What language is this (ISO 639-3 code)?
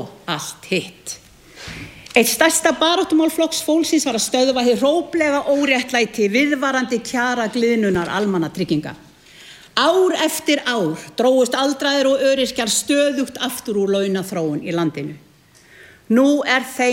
isl